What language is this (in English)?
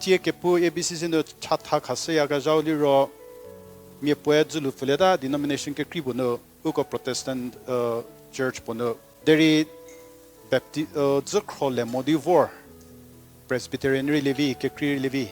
Angami Naga